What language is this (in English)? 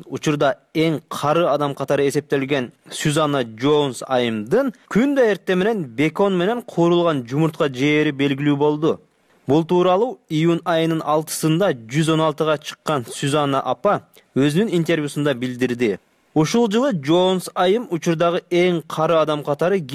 Kyrgyz